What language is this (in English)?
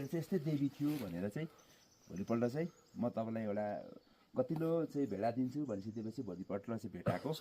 Nepali